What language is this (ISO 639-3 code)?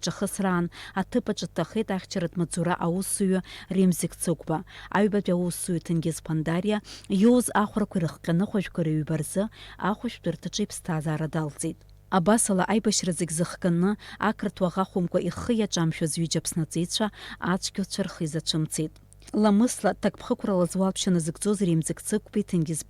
abk